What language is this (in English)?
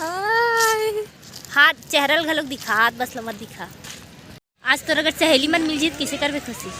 Chhattisgarhi